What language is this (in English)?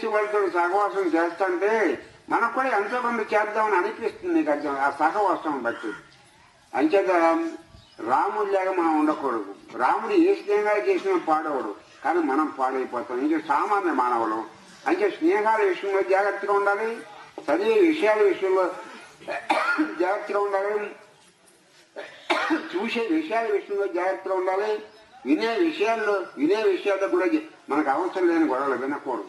Telugu